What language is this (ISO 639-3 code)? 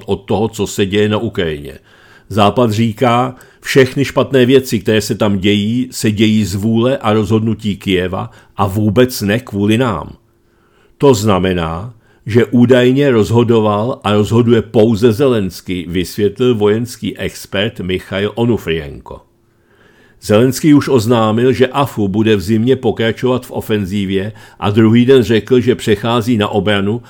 ces